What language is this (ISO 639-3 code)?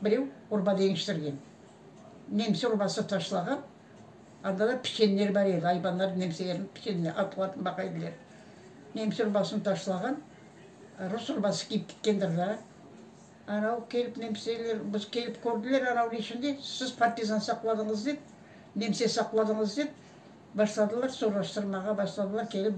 crh